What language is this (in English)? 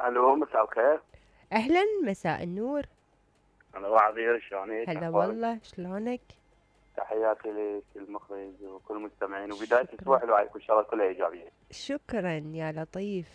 Mesopotamian Arabic